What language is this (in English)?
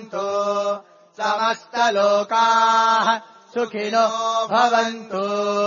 Sanskrit